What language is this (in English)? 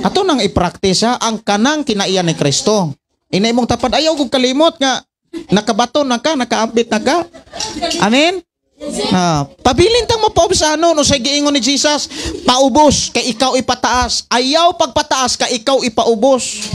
Cebuano